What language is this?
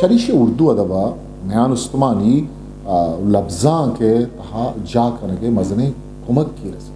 Eastern Balochi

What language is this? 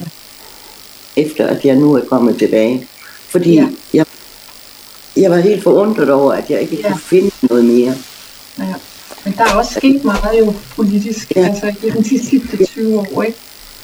Danish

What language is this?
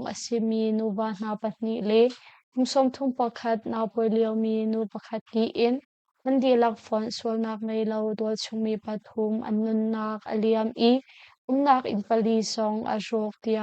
Hakha Chin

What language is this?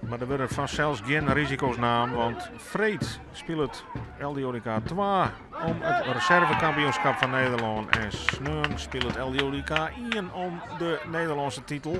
Western Frisian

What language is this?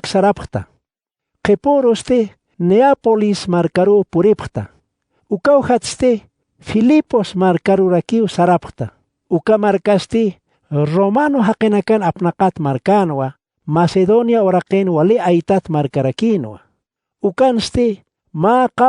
Aymara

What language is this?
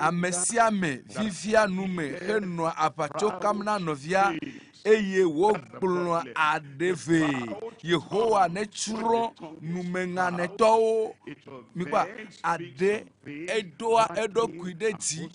Ewe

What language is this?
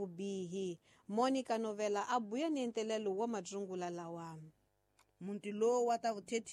Tsonga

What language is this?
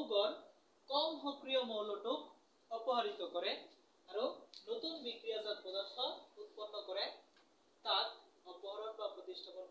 Assamese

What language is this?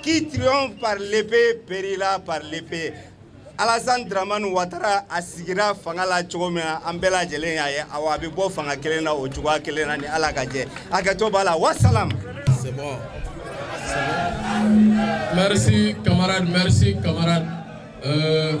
Bambara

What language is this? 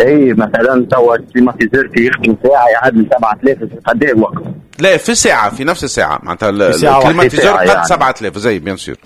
Tunisian Arabic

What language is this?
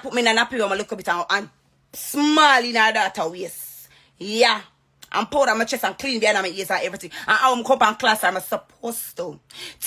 Jamaican Creole English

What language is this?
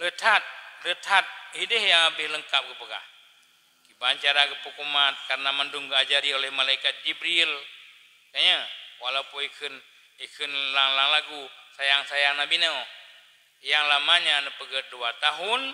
Achinese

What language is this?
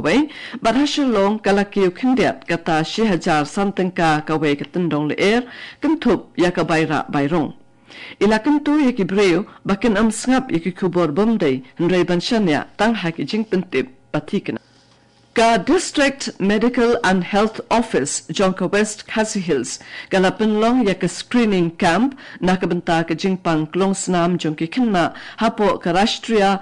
Khasi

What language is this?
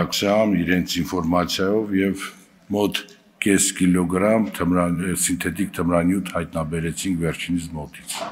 Armenian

